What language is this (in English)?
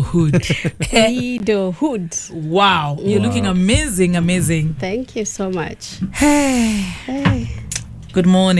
Kikuyu